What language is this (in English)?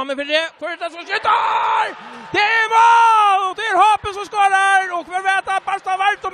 Faroese